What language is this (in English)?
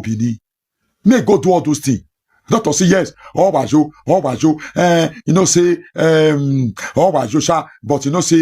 Nigerian Pidgin